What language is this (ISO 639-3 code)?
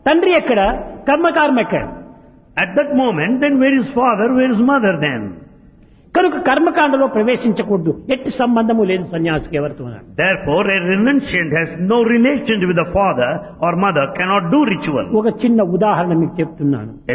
tel